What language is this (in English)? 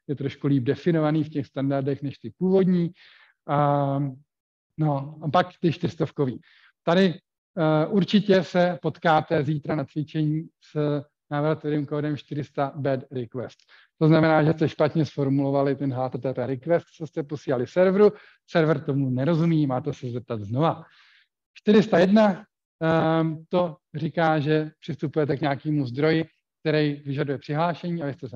Czech